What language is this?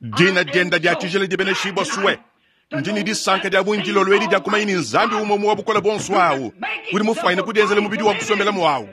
Luba-Lulua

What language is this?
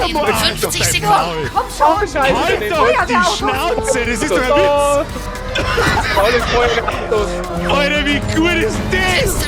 Bavarian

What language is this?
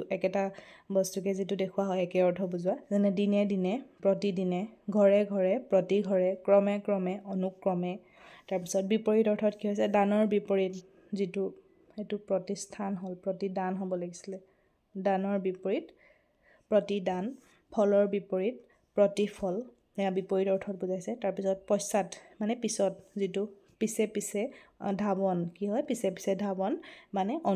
Assamese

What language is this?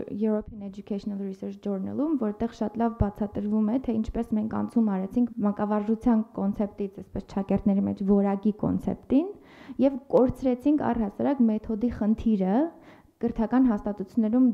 Armenian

